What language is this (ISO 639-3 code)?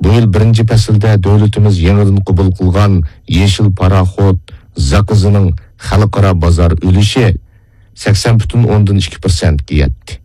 uig